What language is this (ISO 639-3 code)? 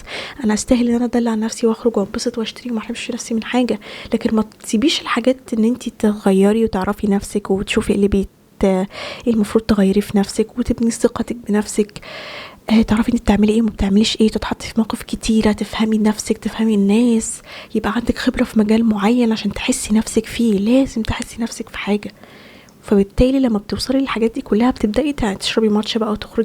arz